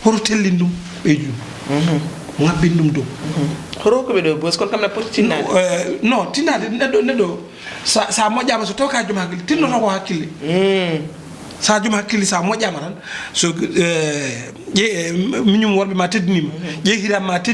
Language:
Fula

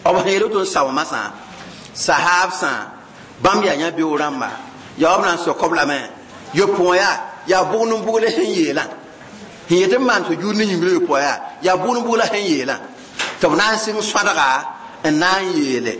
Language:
Mossi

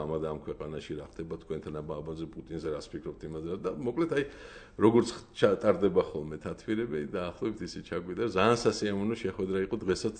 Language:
Georgian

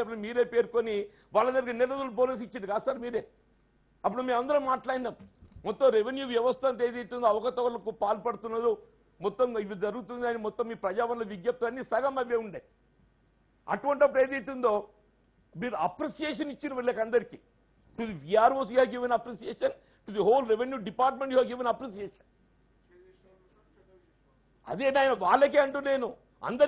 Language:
Telugu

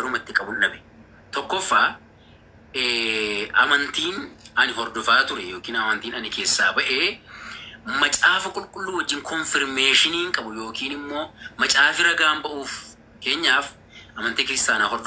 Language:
Oromo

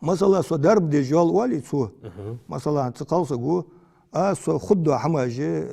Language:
Ingush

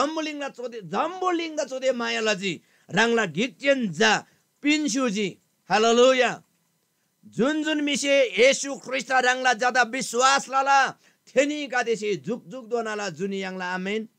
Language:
Eastern Tamang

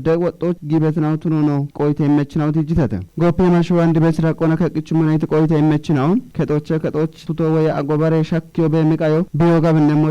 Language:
Kafa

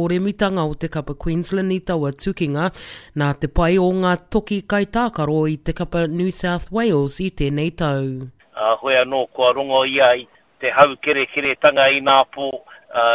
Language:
Māori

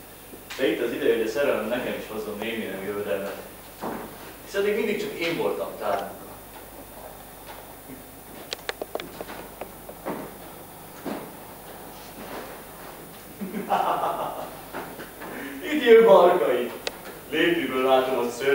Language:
Hungarian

